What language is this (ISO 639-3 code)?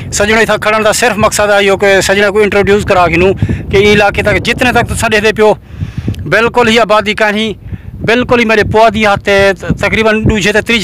skr